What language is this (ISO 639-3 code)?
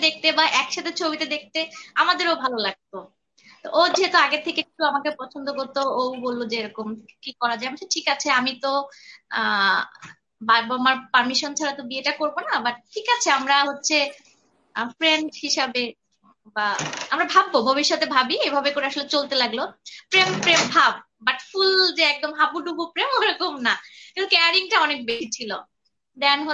ben